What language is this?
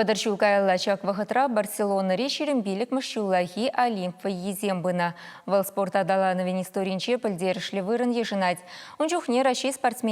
Chuvash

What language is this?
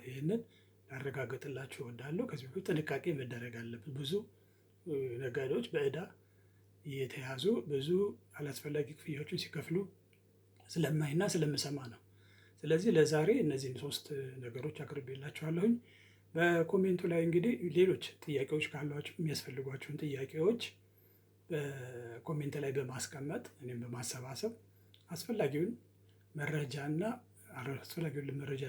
Amharic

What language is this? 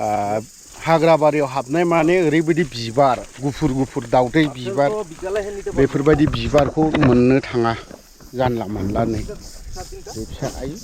Bodo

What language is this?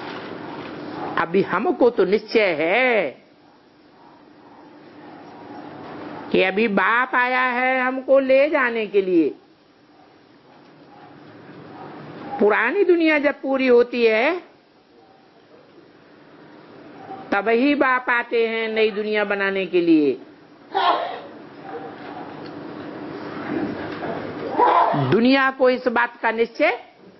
Hindi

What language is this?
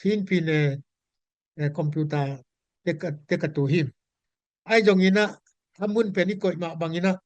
Tedim Chin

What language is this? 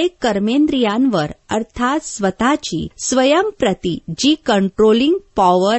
Marathi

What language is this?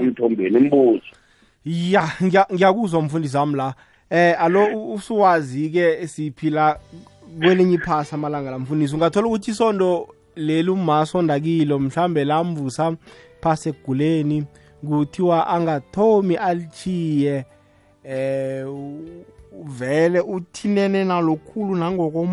South Ndebele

